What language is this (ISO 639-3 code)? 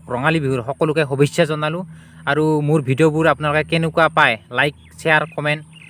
asm